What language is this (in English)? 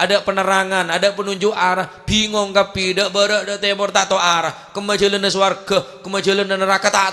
Madurese